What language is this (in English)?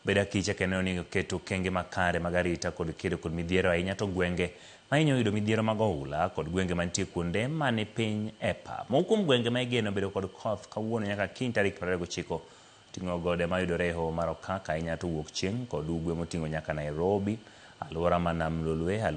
Luo (Kenya and Tanzania)